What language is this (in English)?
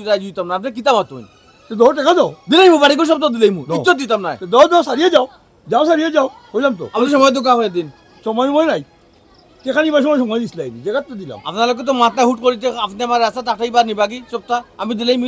Sylheti